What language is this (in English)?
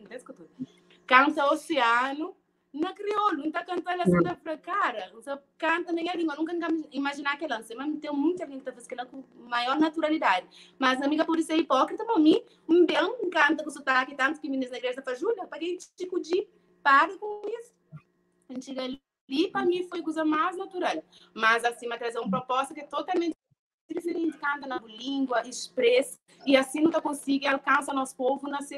Kabuverdianu